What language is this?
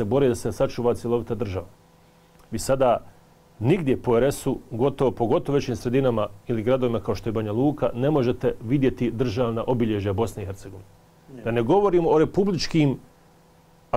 Bosnian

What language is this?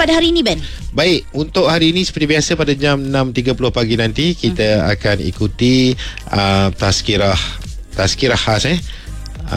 Malay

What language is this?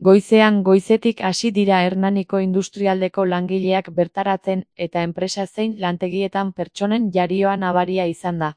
Basque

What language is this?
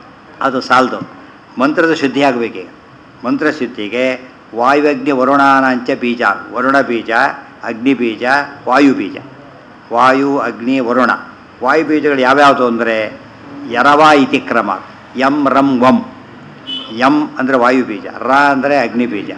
Kannada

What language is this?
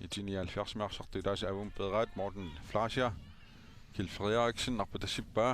Kalaallisut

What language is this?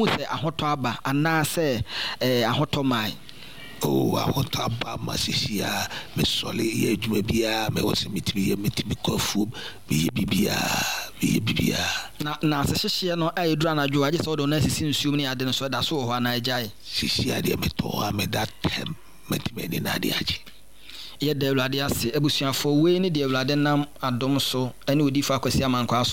Akan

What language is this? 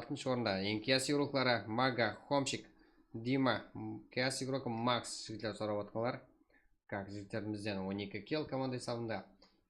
Kara-Kalpak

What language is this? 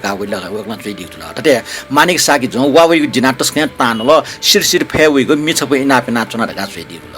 Newari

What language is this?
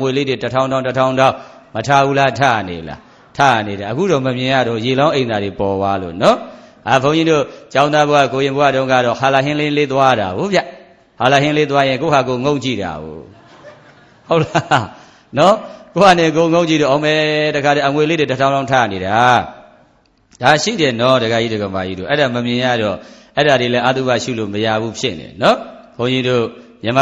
Burmese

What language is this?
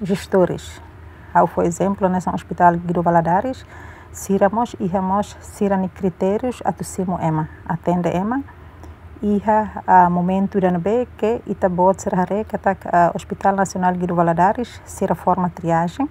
Tetum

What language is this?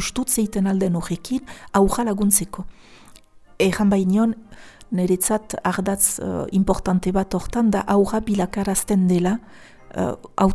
Basque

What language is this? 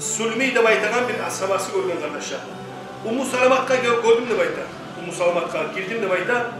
Kumyk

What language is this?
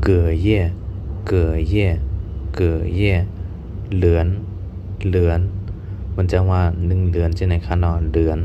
Shan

